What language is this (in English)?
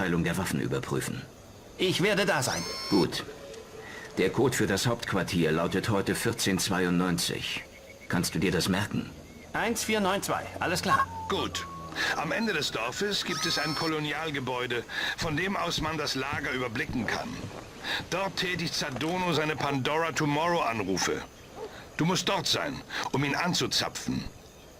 Bavarian